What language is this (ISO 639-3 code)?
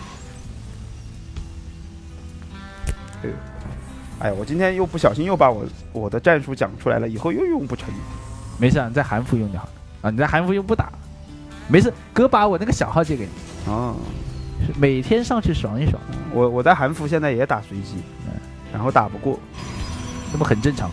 zho